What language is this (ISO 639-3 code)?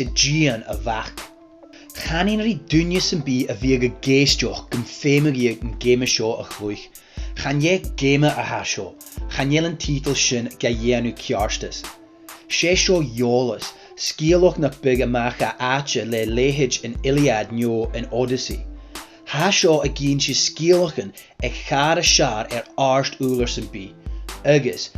gla